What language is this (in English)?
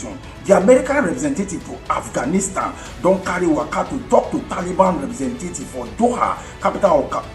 Nigerian Pidgin